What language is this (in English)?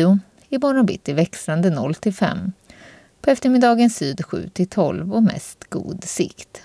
Swedish